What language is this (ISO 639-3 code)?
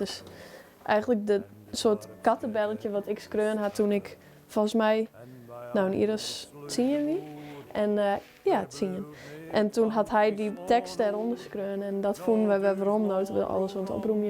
fry